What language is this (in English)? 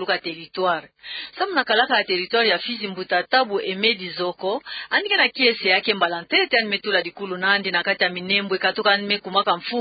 Kituba (Democratic Republic of Congo)